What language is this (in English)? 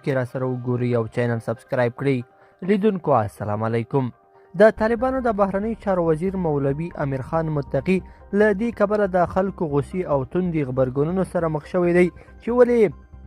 Pashto